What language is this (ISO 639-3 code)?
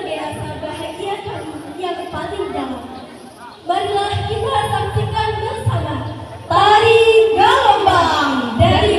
min